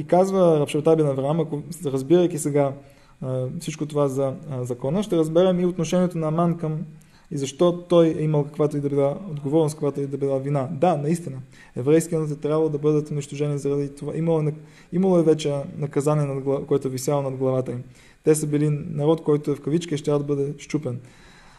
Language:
Bulgarian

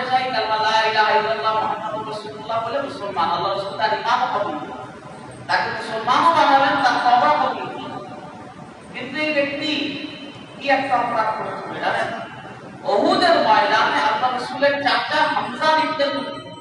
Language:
Bangla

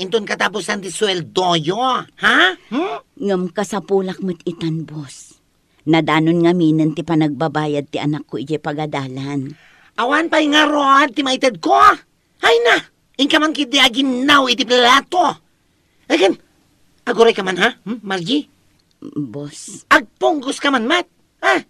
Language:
Iloko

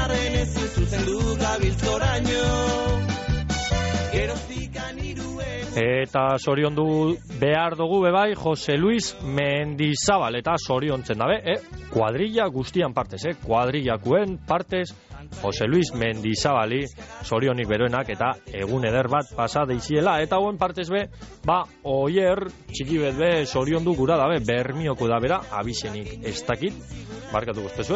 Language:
Basque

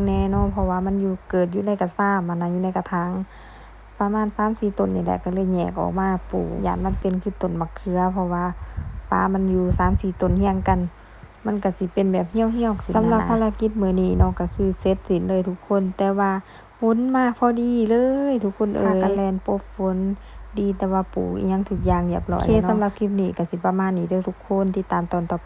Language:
Lao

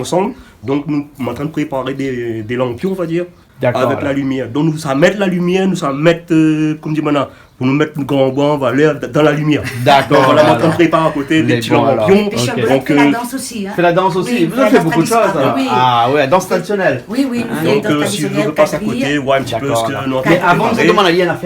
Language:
Réunion Creole French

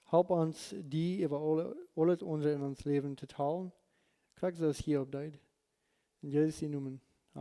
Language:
Plautdietsch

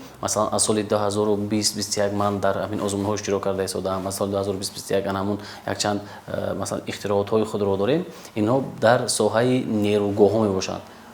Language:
Tajik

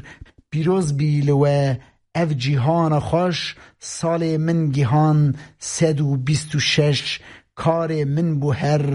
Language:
Kurdish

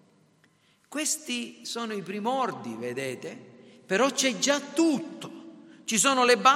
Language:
Italian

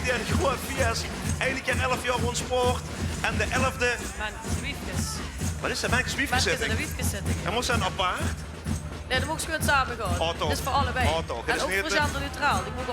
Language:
Limburgish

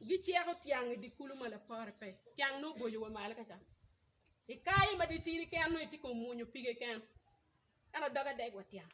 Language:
Acoli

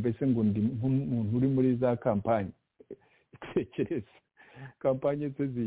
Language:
Kinyarwanda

